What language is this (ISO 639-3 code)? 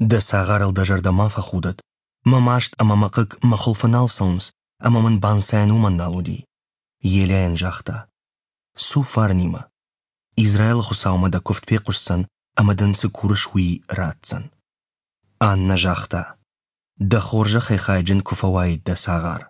oss